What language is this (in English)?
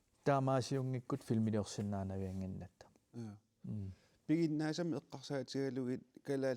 Kalaallisut